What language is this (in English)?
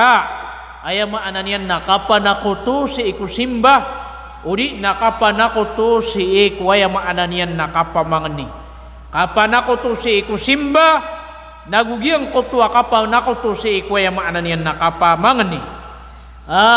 Maranao